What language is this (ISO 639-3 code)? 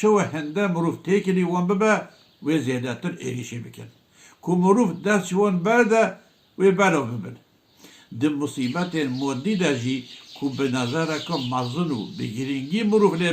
kur